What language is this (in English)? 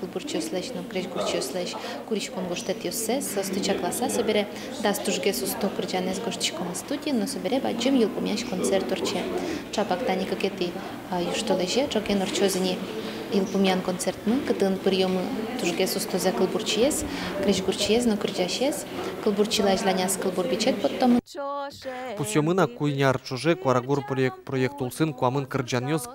Udmurt